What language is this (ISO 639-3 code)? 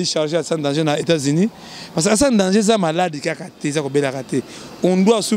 lin